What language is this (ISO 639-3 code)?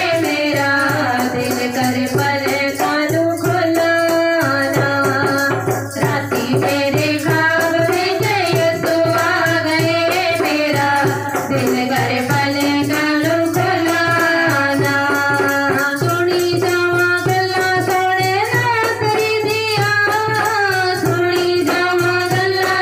pan